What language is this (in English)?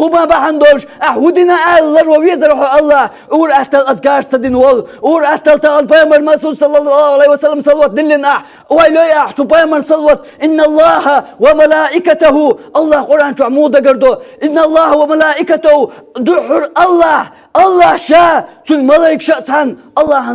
Chechen